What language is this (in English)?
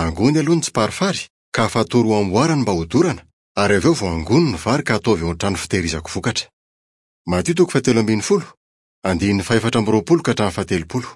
Malagasy